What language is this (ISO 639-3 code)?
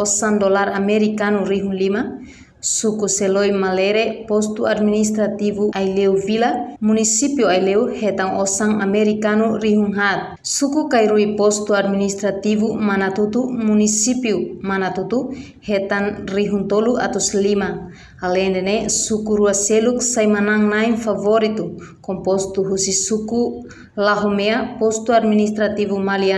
tet